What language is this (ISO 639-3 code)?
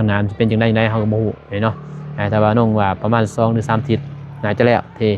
lao